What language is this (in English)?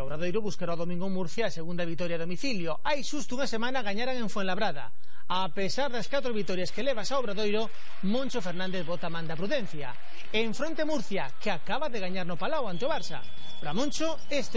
Galician